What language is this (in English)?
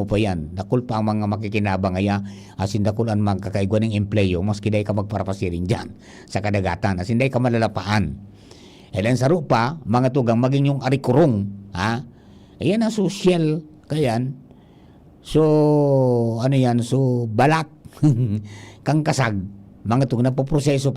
Bikol